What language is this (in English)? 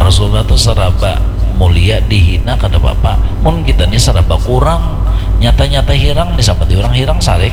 Banjar